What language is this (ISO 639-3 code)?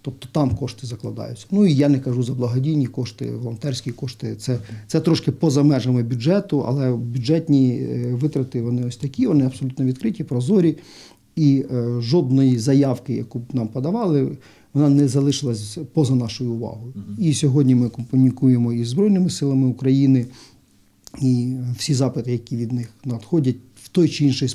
ukr